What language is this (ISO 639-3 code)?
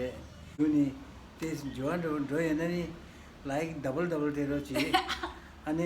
bod